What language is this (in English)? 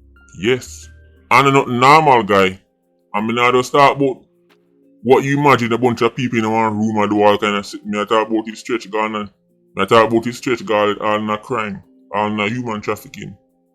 Jamaican Creole English